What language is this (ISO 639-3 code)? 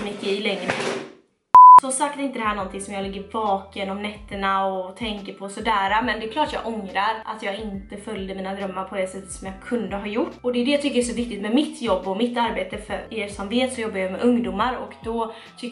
swe